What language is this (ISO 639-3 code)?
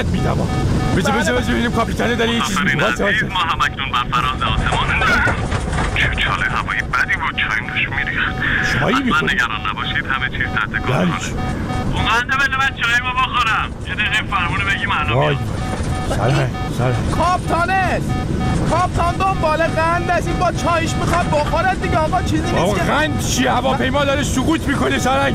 fas